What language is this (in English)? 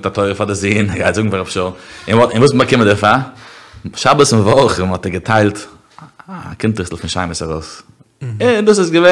Yiddish